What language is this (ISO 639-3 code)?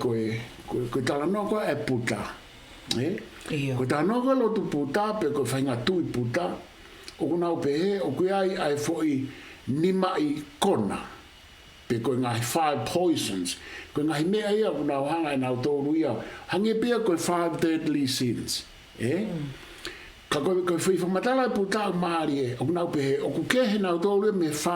ton